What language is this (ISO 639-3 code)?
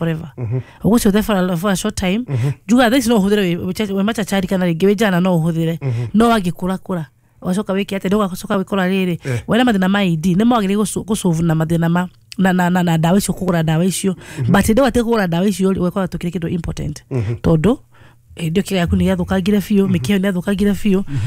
kik